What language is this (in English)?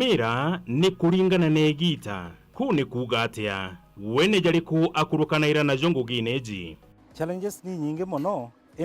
Meru